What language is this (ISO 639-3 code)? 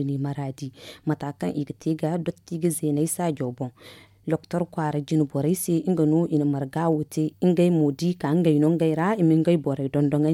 dje